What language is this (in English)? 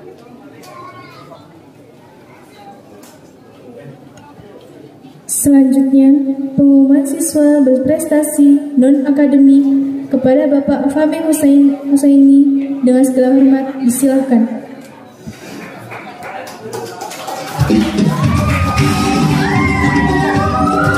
Indonesian